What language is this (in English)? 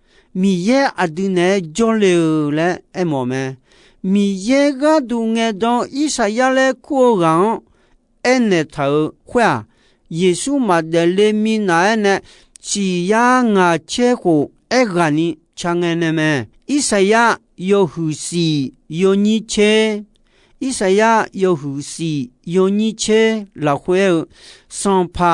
Akha